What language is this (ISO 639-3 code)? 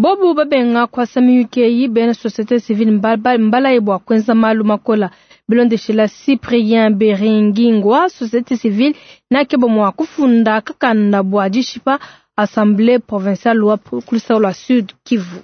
lua